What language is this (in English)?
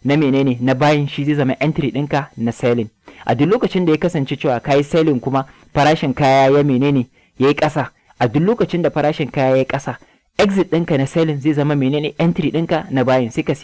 Hausa